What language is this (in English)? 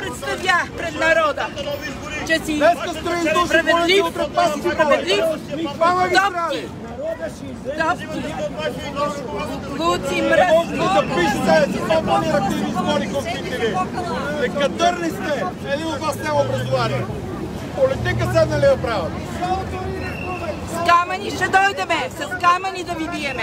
Bulgarian